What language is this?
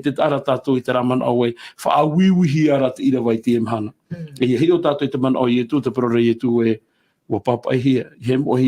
Tahitian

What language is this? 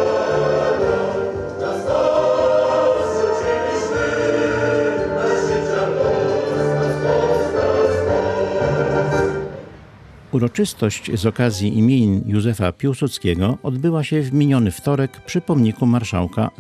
Polish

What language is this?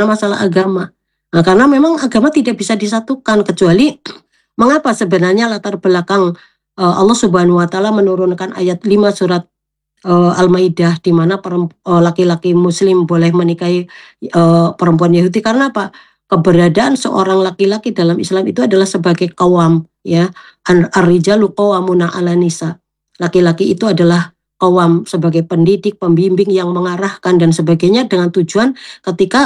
Indonesian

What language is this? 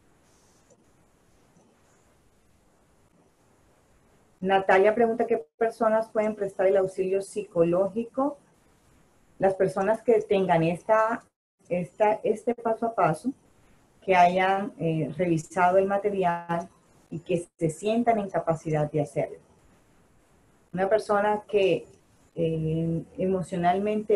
Spanish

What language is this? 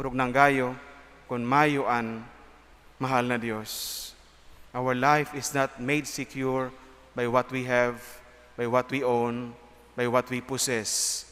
Bikol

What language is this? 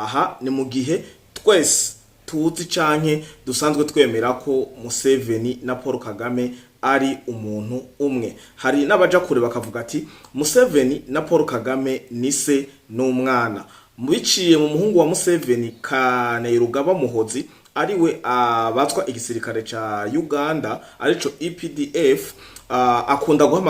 Rundi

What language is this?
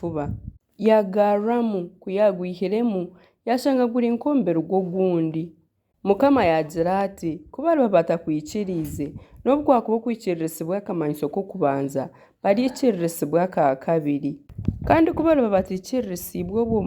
Nyankole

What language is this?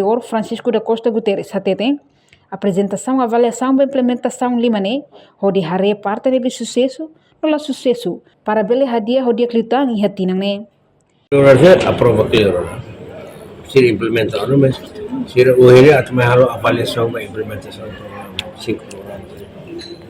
Tetum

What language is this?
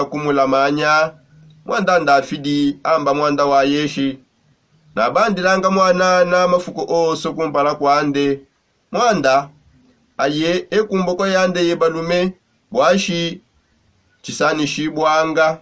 Songe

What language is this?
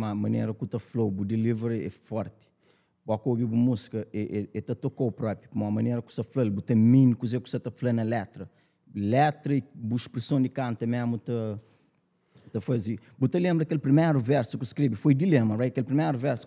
Kabuverdianu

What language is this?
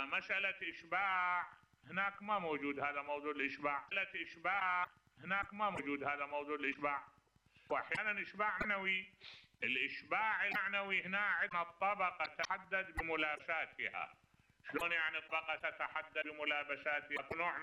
Mesopotamian Arabic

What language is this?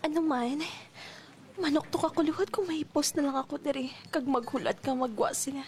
Hiligaynon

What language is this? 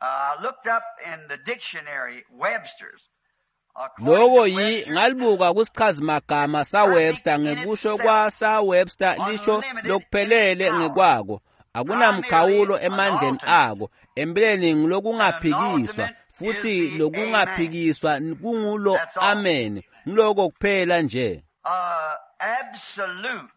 Swati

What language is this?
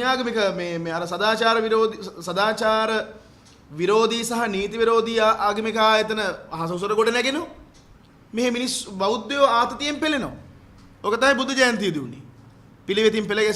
Sinhala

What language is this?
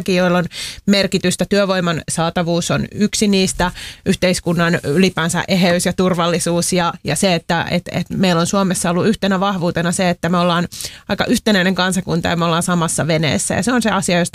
Finnish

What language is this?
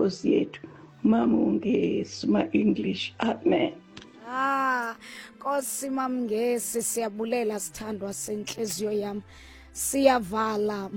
Xhosa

